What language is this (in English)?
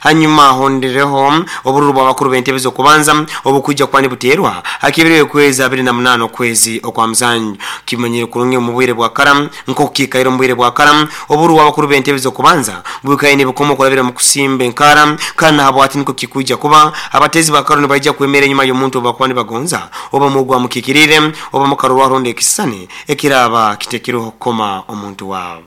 Nyoro